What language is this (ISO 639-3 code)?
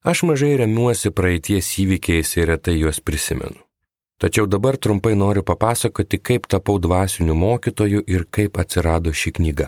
lit